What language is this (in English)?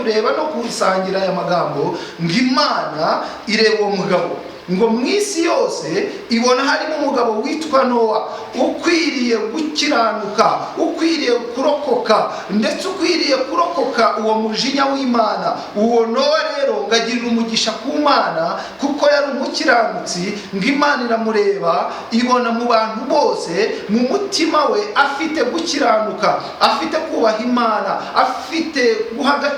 Kinyarwanda